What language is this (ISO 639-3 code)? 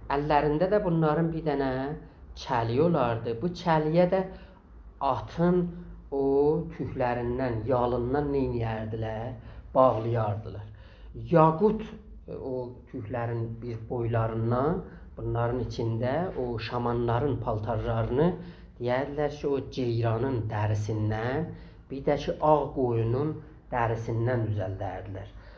azb